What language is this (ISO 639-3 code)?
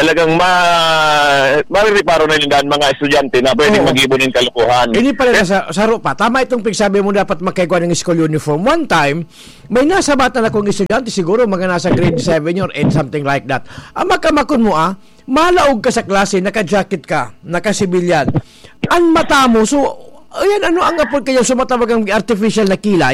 bik